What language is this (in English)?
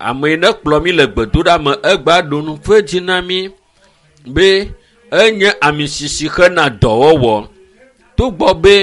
Ewe